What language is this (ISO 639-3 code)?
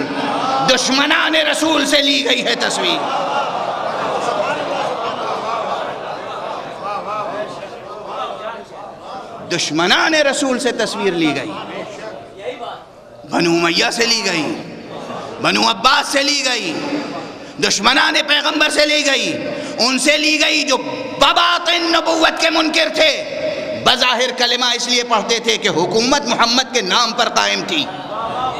urd